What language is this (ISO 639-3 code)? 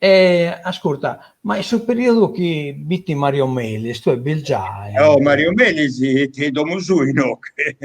srd